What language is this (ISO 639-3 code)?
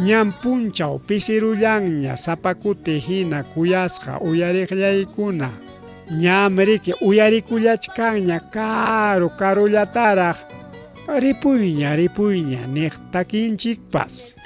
quy